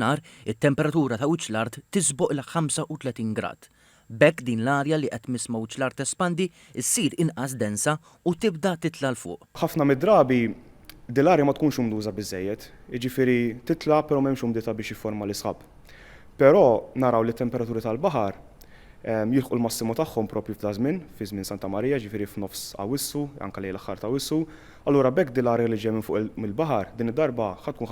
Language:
Maltese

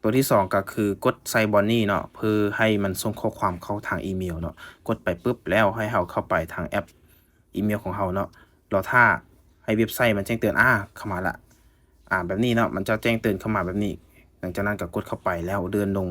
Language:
Lao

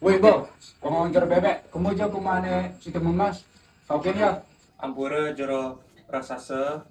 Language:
Balinese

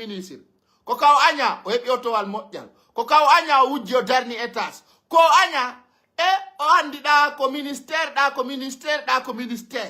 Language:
Pular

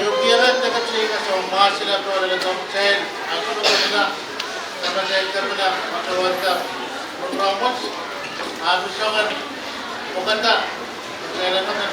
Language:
Pohnpeian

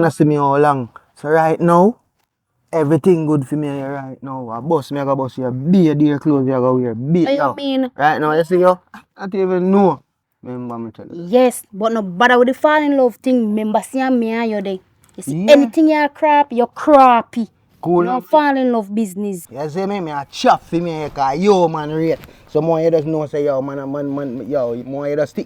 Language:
Jamaican Creole English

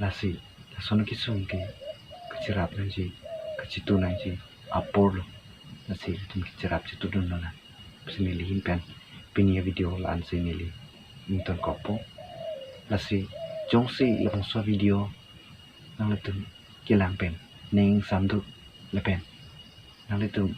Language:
Karbi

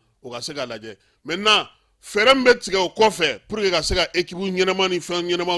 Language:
Bambara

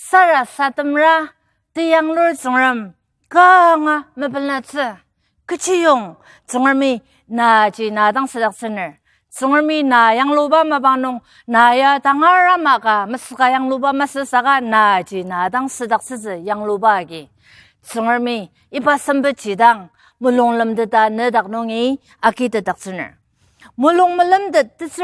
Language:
Ao Naga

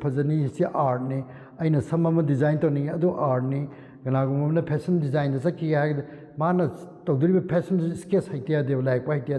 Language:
Manipuri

